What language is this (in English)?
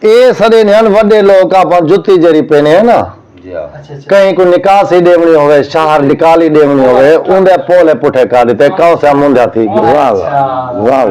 Saraiki